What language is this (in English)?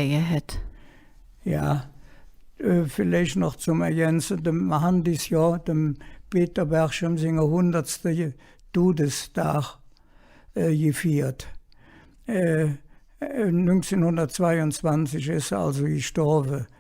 Colognian